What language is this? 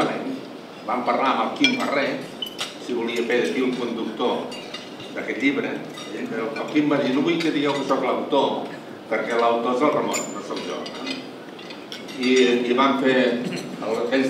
Catalan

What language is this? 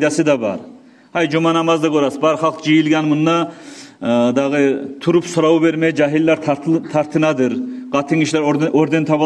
Kumyk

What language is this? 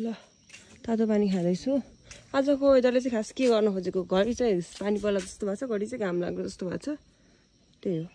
Nepali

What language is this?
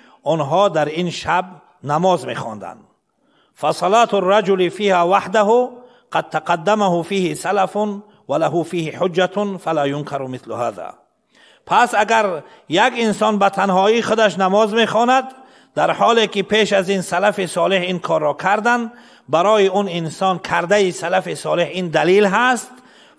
Persian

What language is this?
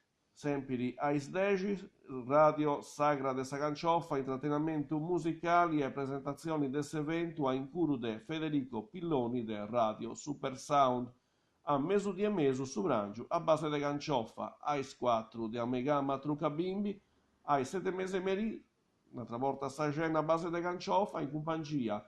Sardinian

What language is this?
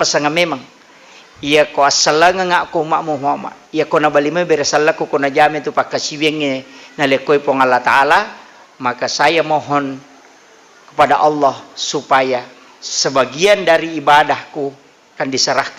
Buginese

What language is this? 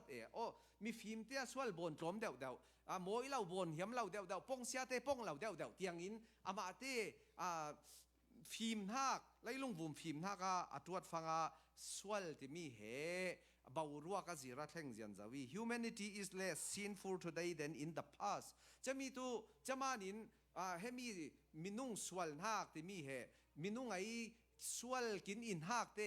Falam Chin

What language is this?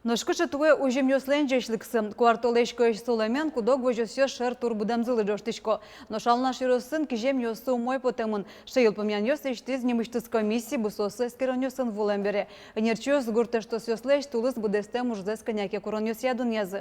Udmurt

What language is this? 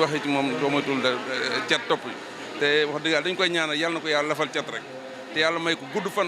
Wolof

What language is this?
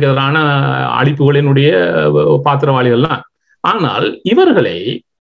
Tamil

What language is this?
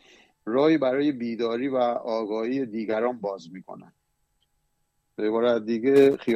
Persian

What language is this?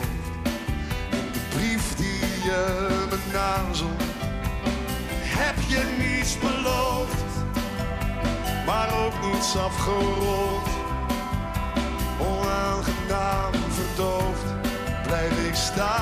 Dutch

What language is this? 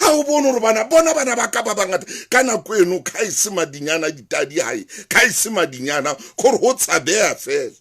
Southern Sotho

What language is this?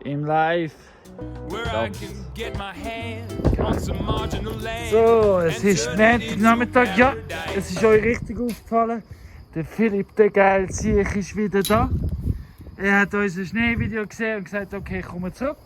Swiss German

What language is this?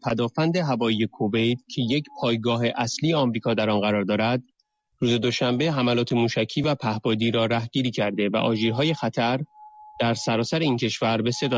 Persian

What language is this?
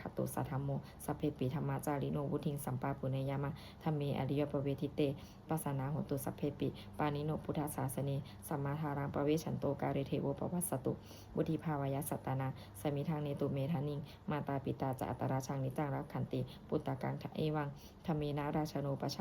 Pali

